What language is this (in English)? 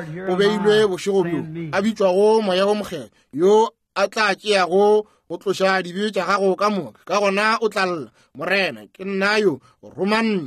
Northern Sotho